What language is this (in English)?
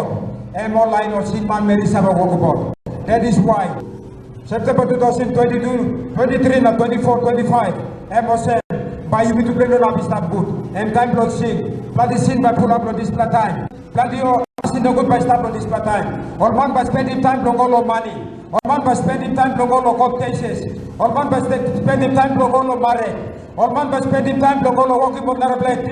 Tok Pisin